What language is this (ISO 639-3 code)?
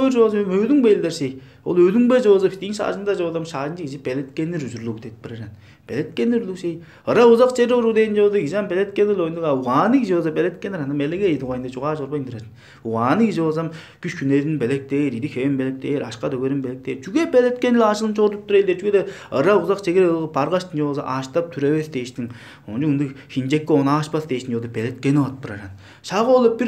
tyv